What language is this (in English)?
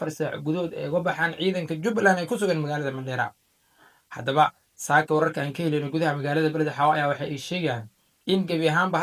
Somali